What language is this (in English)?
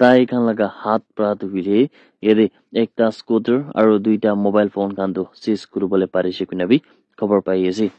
Naga Pidgin